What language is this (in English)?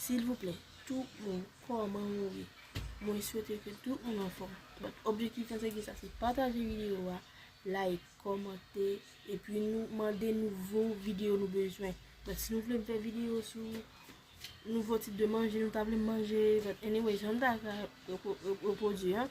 Haitian Creole